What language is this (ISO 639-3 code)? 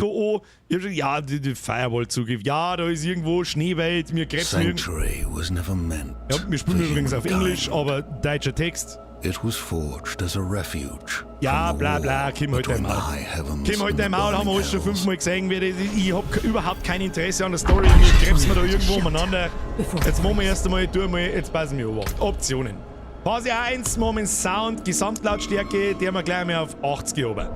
bar